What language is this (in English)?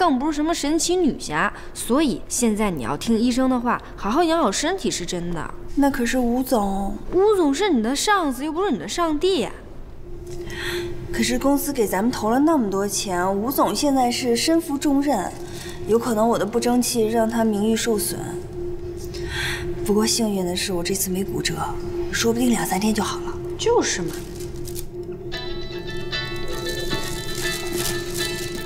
Chinese